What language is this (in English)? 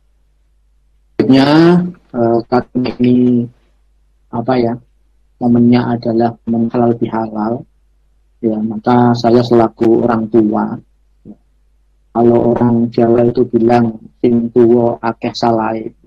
Indonesian